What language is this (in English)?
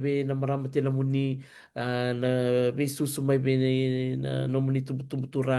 Fijian